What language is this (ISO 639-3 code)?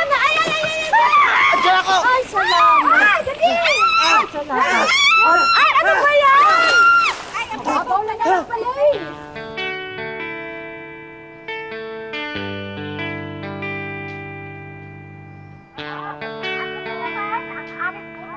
fil